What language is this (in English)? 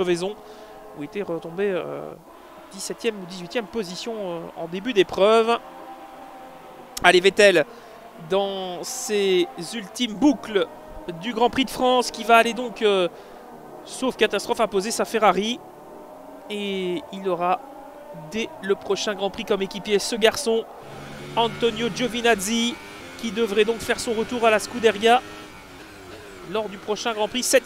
French